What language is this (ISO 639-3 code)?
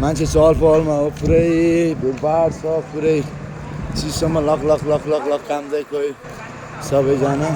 nep